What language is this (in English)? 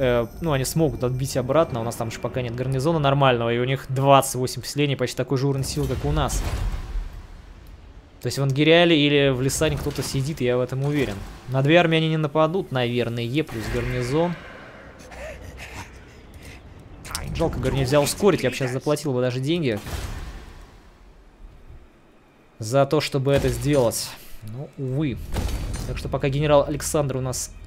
Russian